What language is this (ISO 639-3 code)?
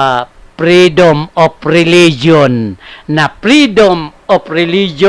tsg